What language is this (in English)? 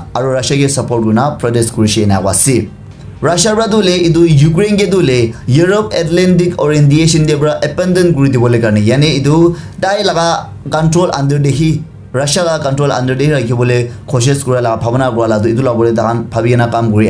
Naga Pidgin